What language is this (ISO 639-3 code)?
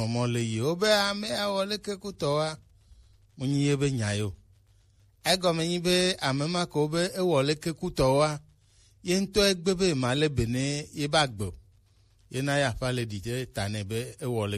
gej